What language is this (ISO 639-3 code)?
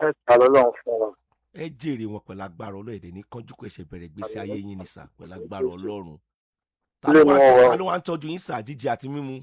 yor